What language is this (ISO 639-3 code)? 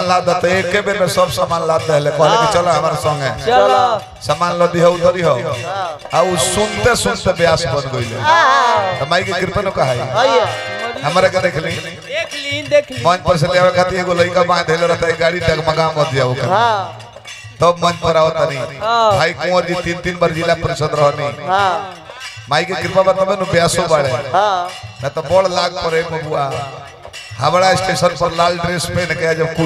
bho